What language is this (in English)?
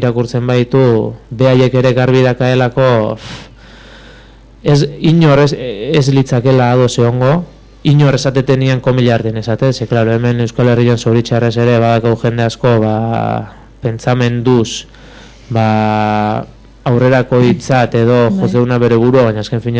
Basque